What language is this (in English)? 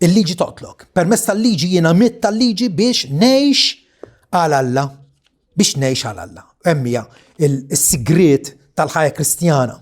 Maltese